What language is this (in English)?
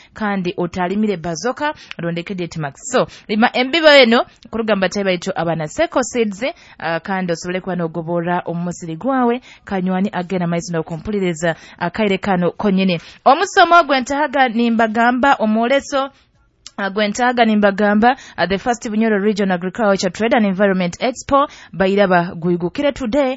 Nyoro